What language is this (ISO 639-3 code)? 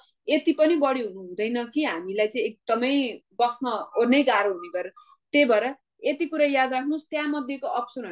nep